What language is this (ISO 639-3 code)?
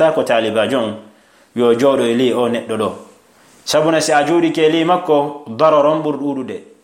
ful